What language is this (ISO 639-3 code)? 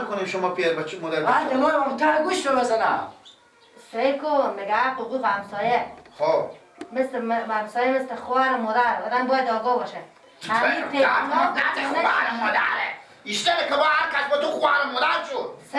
fas